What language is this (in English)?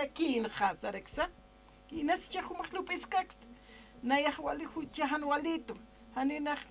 Aymara